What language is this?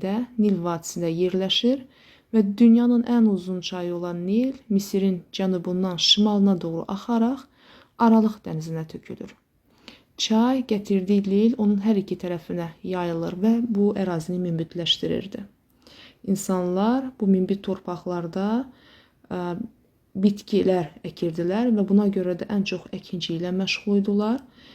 Azerbaijani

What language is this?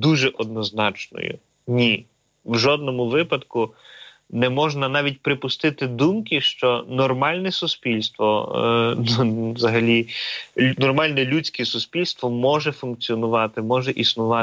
Ukrainian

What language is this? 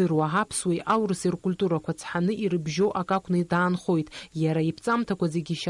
Abkhazian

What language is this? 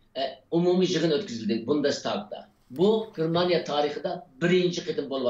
Uyghur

